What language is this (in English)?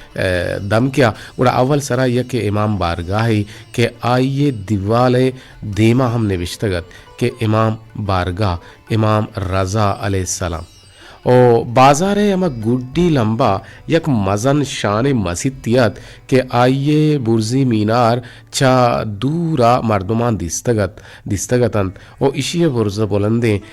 Eastern Balochi